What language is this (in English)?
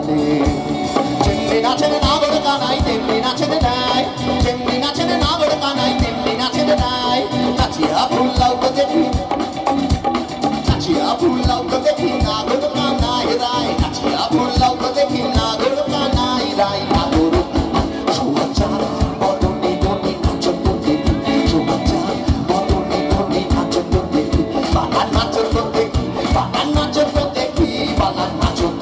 Bangla